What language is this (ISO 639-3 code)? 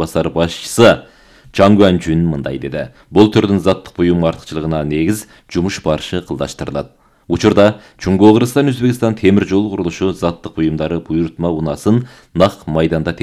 kir